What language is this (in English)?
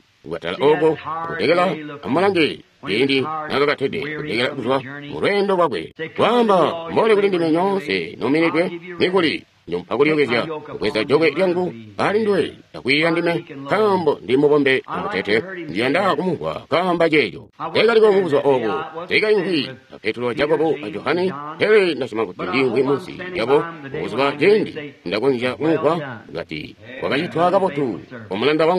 Tonga (Zambia)